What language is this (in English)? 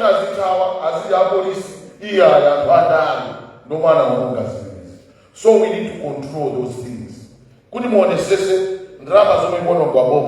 Nyanja